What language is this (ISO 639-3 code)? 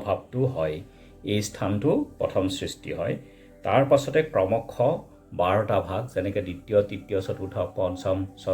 asm